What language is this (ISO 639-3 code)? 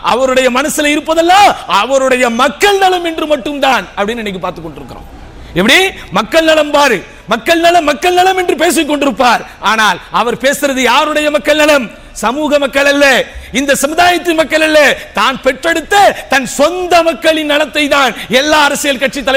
tam